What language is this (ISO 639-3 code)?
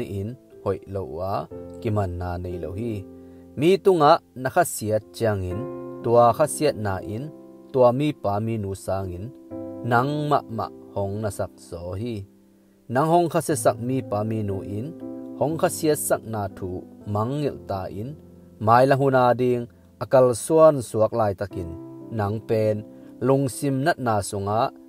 ctd